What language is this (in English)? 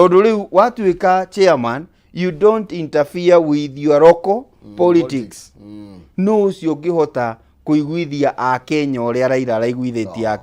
Kikuyu